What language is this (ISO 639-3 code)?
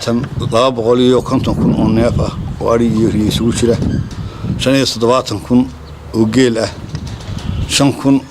som